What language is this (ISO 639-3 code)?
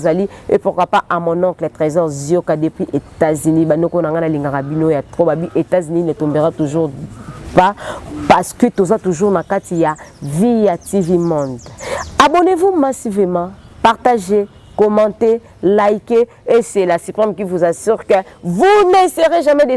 lin